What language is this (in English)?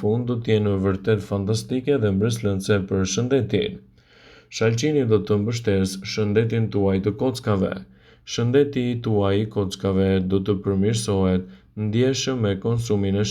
Albanian